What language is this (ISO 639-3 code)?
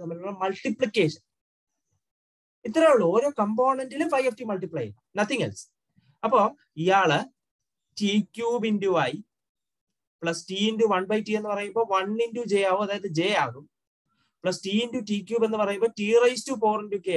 mal